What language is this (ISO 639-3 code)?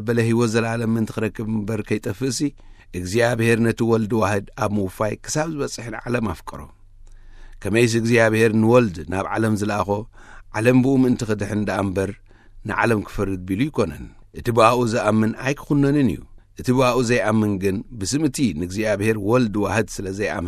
tir